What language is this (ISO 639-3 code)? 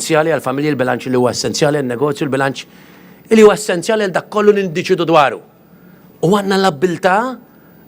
mlt